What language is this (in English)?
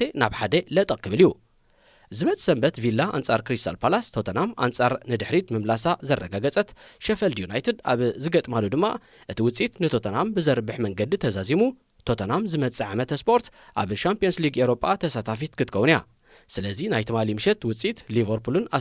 Tigrinya